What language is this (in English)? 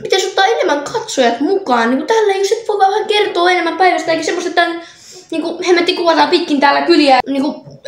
Finnish